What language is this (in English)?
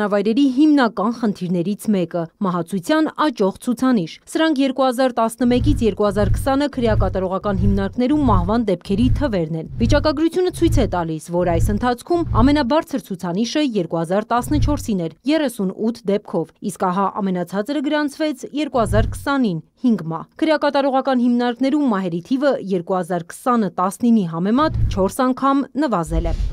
Armenian